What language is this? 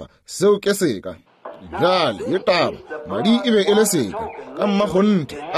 Northern Sotho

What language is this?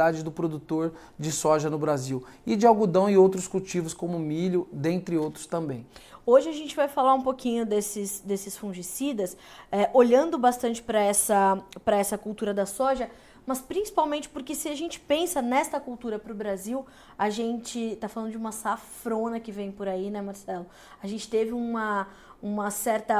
Portuguese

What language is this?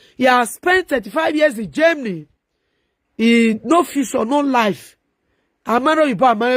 Nigerian Pidgin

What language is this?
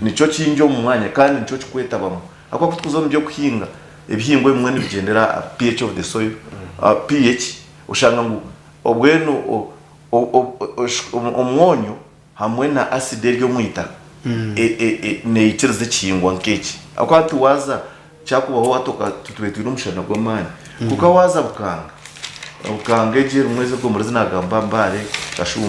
Nyankole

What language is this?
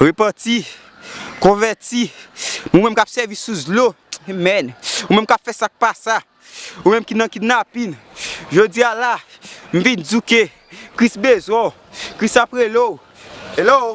Haitian Creole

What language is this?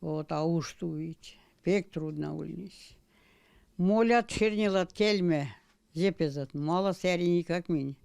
Erzya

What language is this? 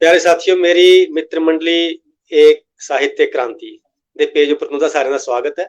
Dogri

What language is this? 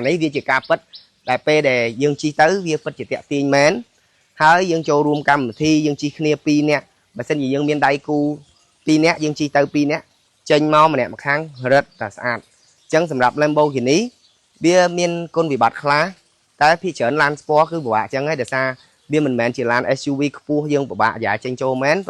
Khmer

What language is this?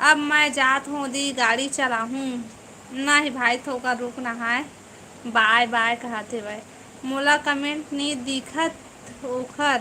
Chhattisgarhi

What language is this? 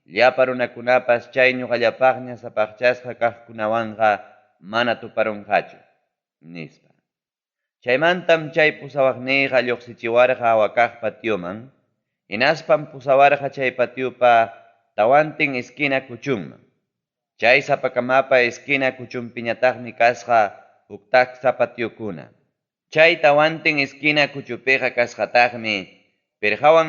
Ayacucho Quechua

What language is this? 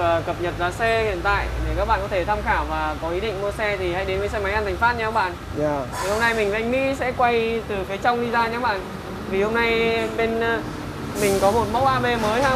Vietnamese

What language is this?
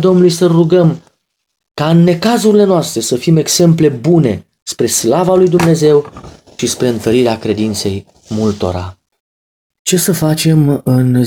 Romanian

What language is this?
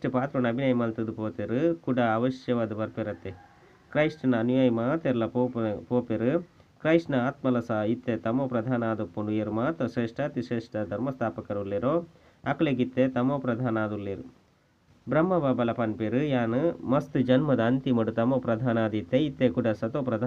Tulu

